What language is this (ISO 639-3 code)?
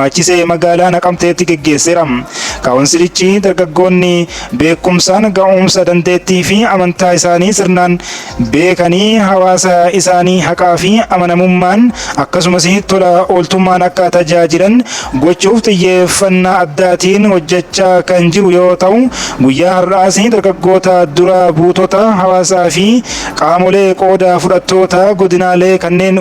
orm